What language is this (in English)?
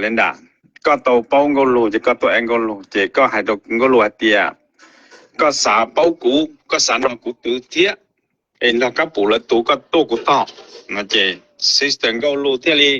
Hmong